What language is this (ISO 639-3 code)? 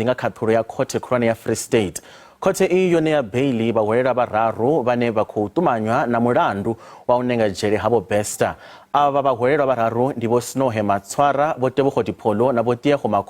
ven